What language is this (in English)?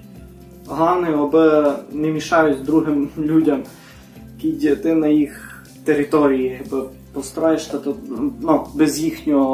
Rusyn